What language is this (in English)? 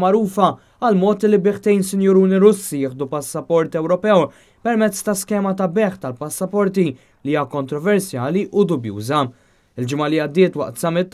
Maltese